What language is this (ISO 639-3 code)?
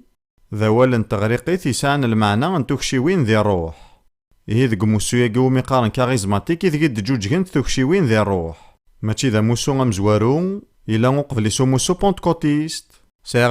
kab